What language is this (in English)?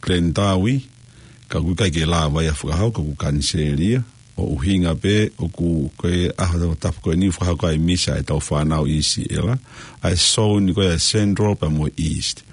Tongan